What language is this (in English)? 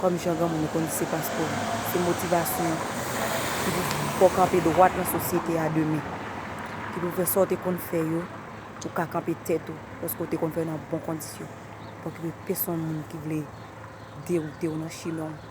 Haitian Creole